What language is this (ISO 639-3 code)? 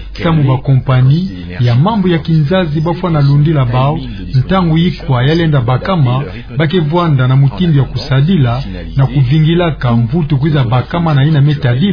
ktu